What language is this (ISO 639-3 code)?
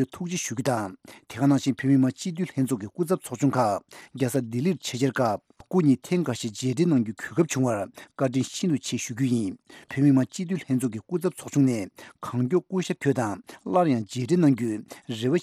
bod